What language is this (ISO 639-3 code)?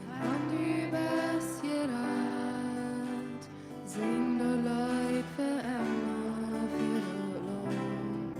pdt